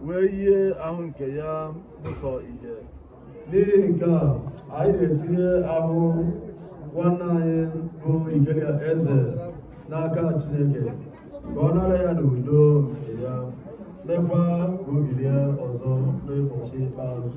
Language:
Igbo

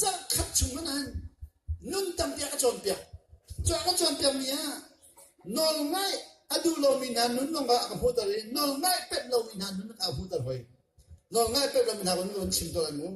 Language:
Hakha Chin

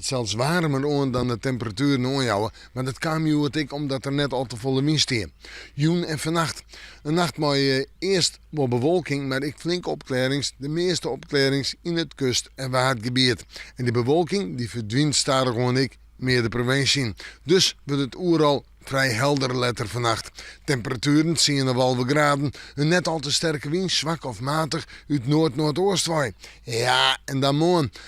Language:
Western Frisian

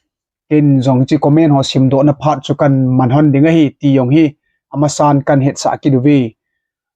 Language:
Thado Chin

